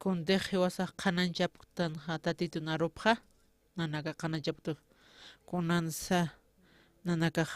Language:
Aymara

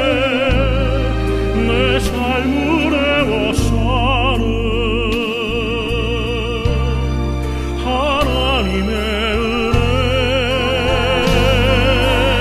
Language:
Korean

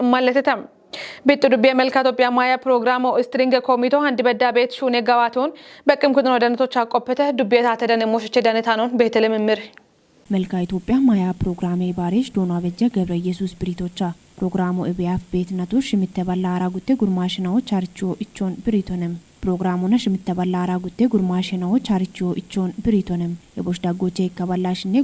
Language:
Kafa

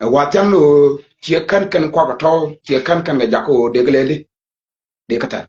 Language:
Nuer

